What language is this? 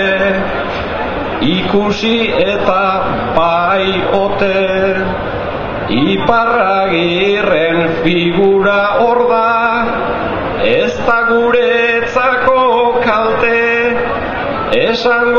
Basque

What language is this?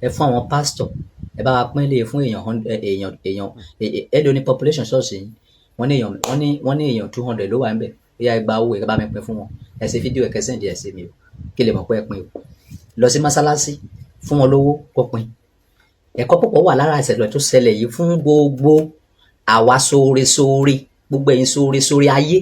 Yoruba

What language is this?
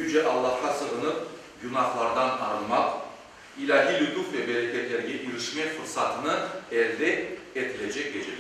Crimean Tatar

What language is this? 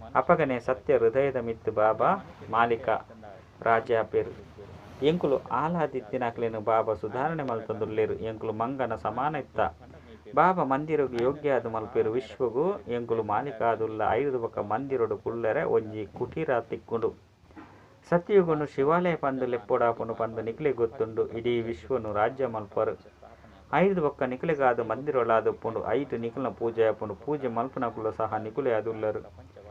Tulu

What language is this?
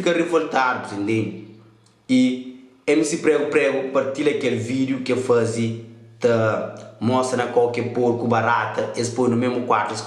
Kabuverdianu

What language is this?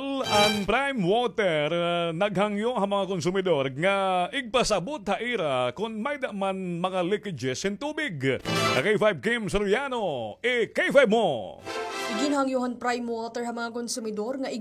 Waray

